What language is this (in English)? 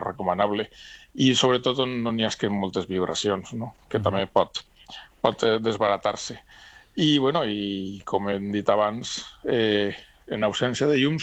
Catalan